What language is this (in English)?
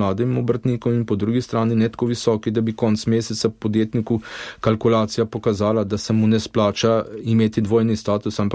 Slovenian